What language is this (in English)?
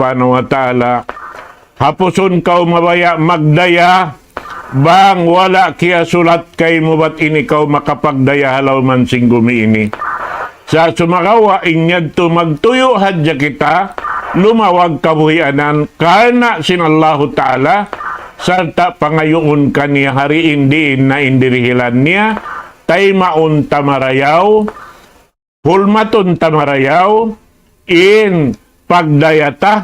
Tausug